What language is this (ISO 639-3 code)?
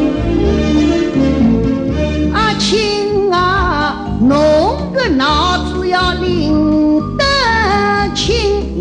wuu